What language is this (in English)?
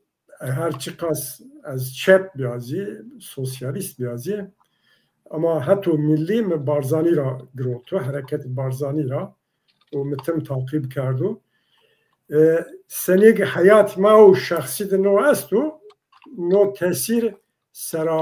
Zaza